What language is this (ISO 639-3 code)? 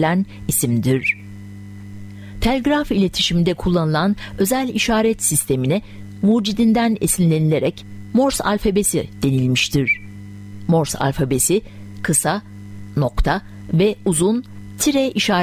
tur